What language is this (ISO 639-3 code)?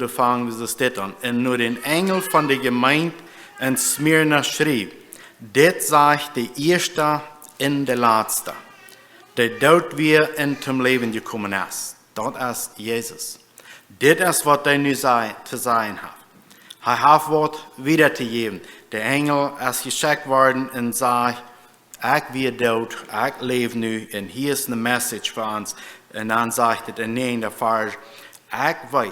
pdt